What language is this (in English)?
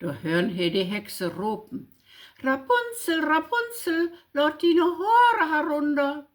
Low German